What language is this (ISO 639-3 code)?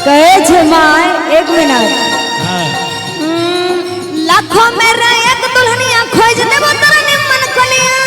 mai